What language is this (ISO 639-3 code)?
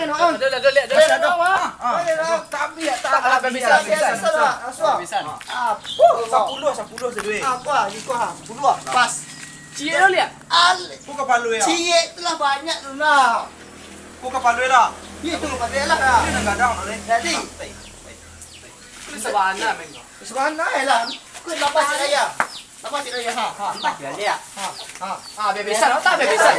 min